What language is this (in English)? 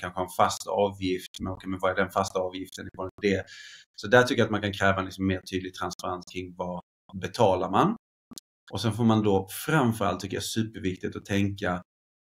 Swedish